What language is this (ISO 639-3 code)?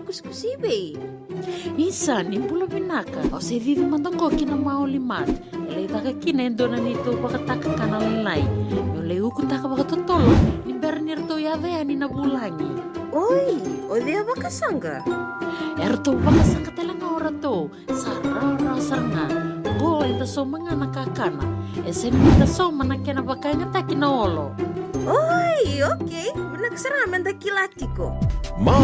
fij